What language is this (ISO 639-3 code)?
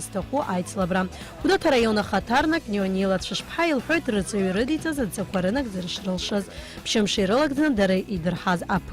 abk